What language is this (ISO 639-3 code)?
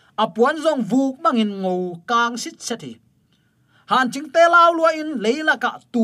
ctd